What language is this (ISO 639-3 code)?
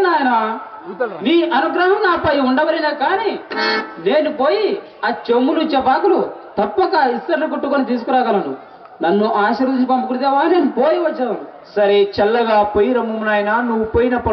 tel